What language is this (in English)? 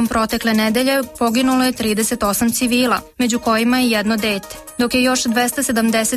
Serbian